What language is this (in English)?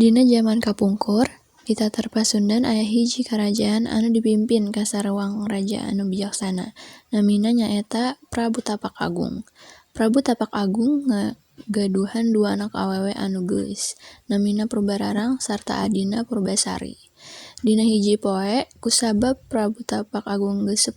Sundanese